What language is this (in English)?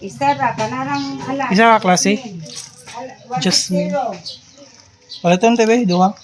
Cebuano